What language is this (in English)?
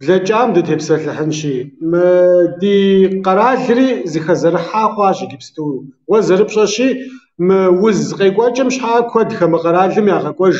Kabardian